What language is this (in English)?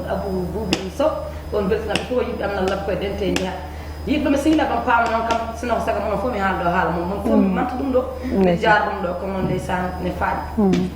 Fula